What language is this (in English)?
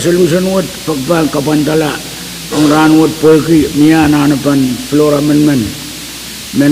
Pohnpeian